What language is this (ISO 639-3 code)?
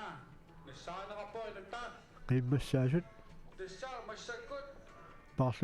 kal